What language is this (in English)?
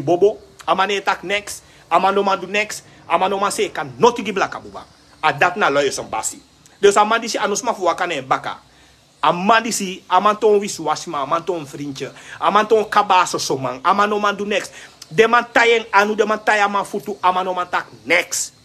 Sranan Tongo